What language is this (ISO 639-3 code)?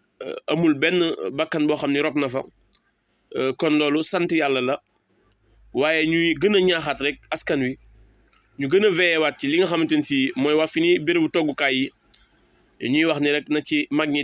wol